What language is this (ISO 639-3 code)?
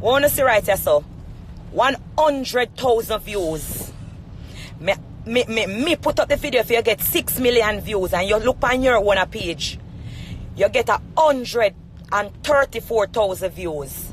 jam